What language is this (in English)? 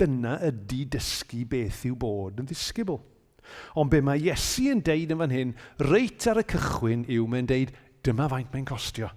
Welsh